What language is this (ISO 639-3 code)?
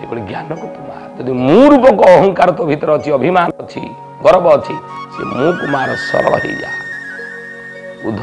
ori